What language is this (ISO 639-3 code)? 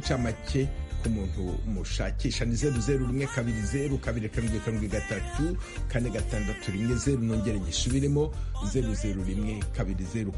kin